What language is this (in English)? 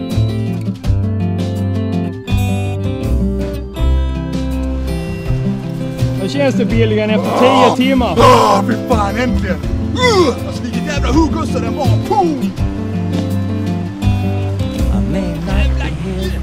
Swedish